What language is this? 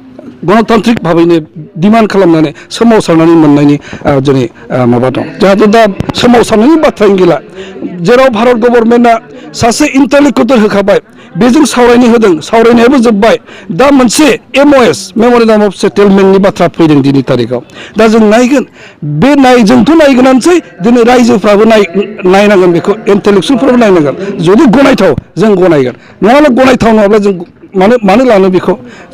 Bodo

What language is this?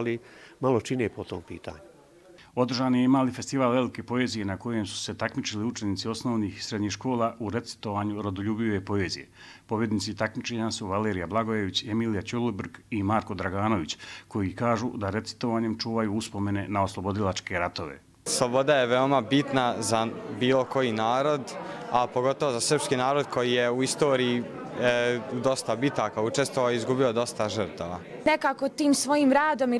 Croatian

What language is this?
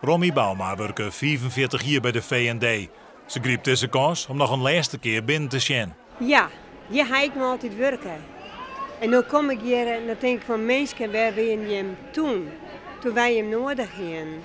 Western Frisian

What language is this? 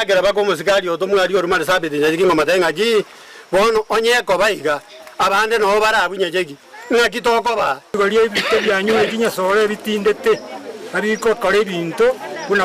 Gusii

